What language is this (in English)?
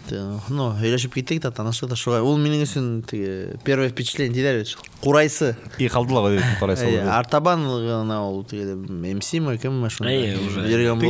Bashkir